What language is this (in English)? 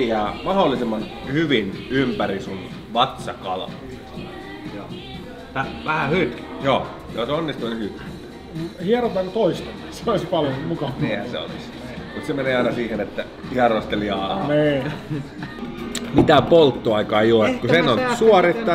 Finnish